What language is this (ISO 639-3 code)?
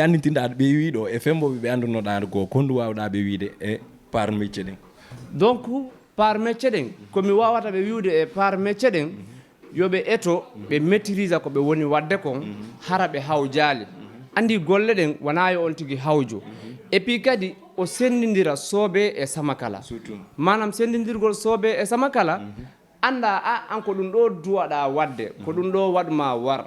ful